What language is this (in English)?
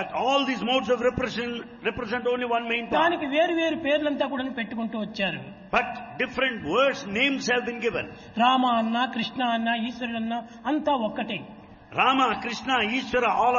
Telugu